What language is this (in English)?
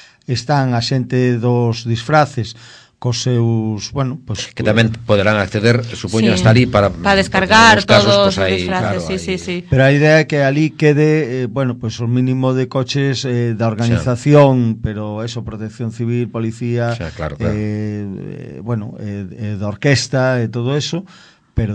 Galician